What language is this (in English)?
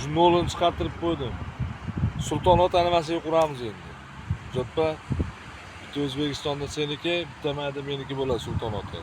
Uzbek